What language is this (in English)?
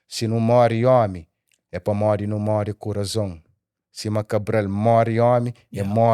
Kabuverdianu